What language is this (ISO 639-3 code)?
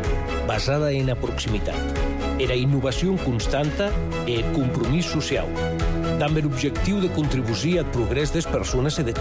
cat